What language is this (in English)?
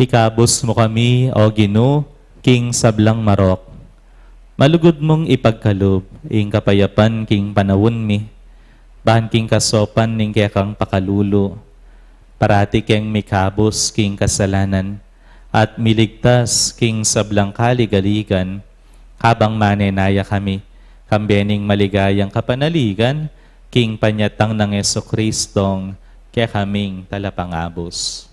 Pampanga